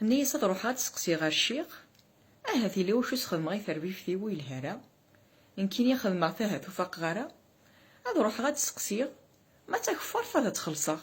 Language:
Kabyle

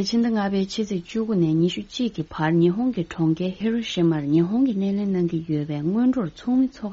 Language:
Tibetan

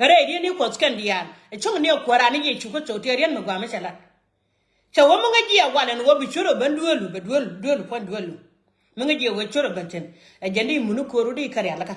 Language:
Nuer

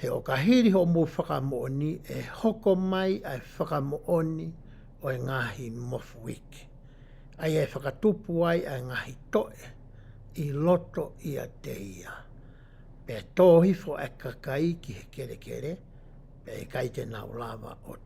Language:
Tongan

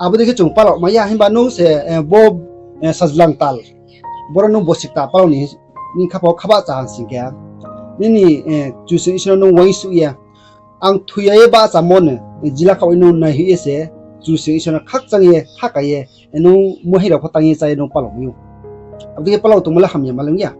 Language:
Riang (India)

